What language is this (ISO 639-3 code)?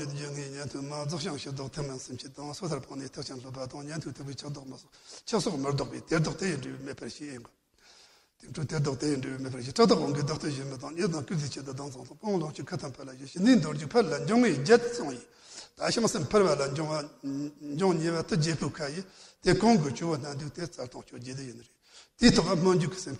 bod